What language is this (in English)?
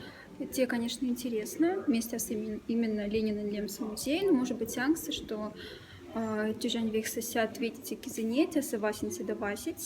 Moksha